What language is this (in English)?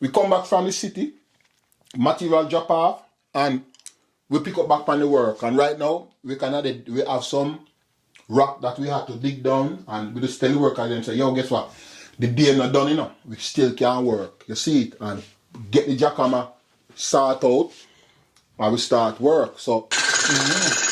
Jamaican Creole English